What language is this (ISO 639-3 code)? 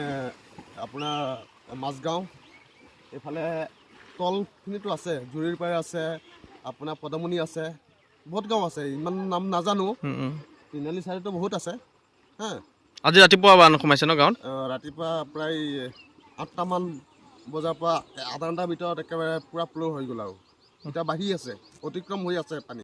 asm